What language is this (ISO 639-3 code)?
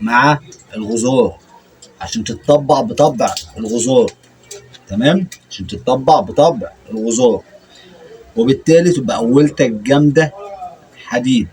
arz